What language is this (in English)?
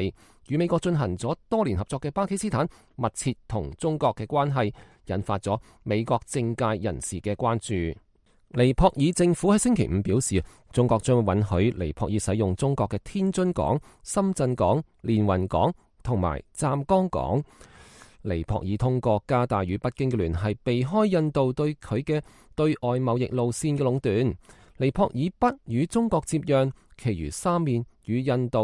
Cantonese